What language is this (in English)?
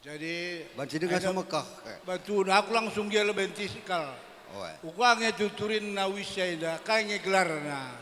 Batak Karo